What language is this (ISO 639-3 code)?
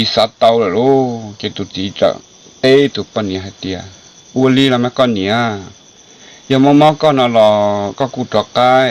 hmn